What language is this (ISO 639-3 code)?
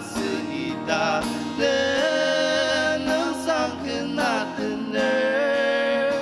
njo